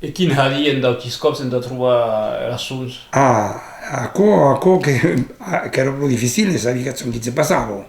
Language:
Occitan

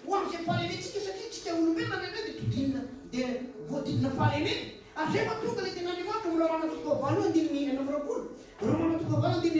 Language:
Malagasy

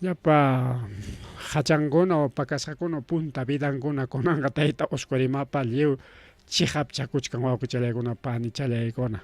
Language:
Ayacucho Quechua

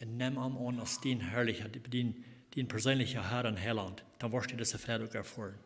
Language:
Plautdietsch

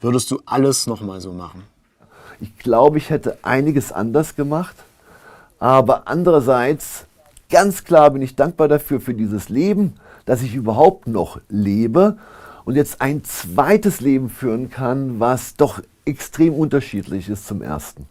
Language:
Swiss German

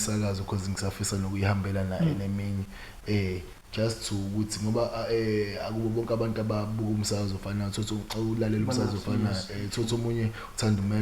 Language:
Zulu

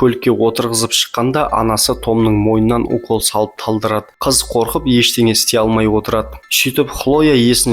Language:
Kazakh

